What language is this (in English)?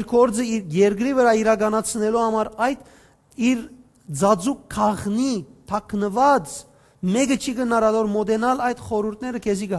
Western Armenian